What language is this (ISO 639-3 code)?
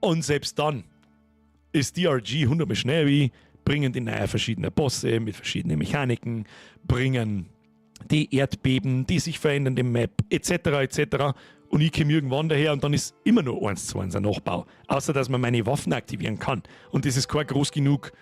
bar